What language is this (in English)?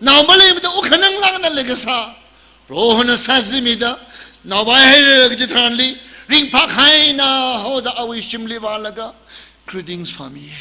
Tangkhul Naga (India)